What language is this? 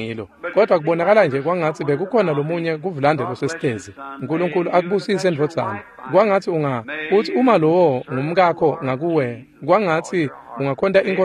Swati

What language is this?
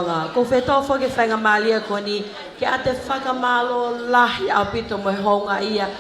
Tongan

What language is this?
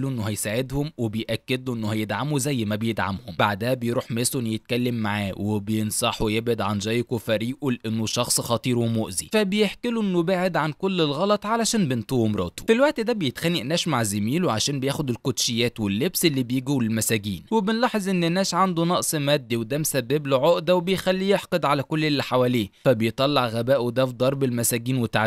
Egyptian Arabic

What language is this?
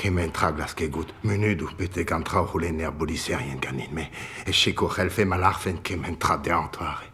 Breton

